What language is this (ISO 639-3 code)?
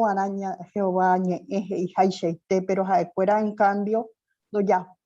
grn